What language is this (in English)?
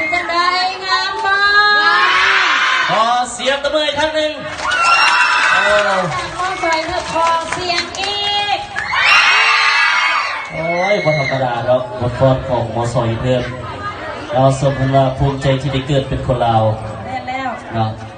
Lao